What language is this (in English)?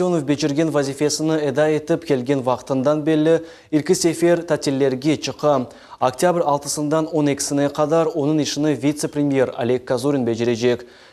Crimean Tatar